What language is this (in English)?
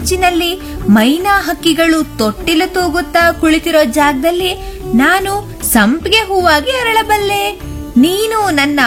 Kannada